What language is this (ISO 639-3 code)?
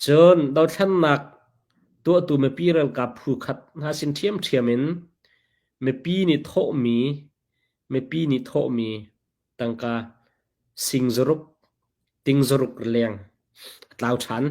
cnh